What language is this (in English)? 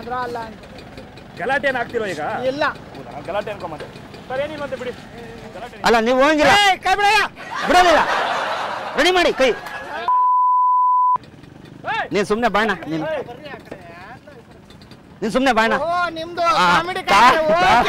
Kannada